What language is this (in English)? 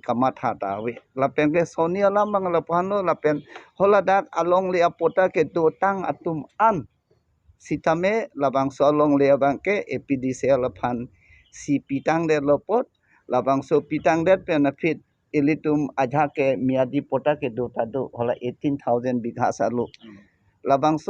Karbi